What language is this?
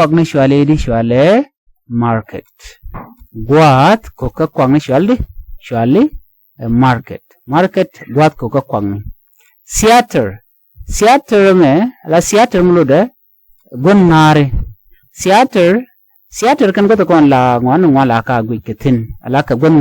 Nuer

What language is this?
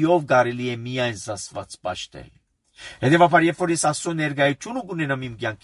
Armenian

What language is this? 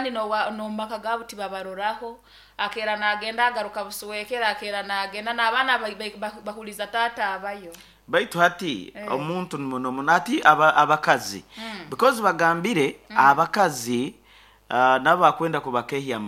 Nyoro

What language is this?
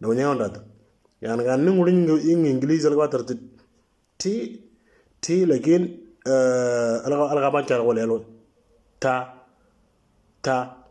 Moro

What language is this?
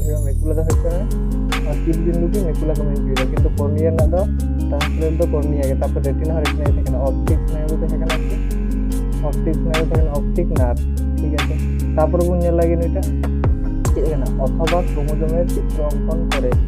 Santali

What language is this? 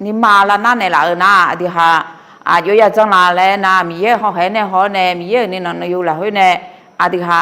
Akha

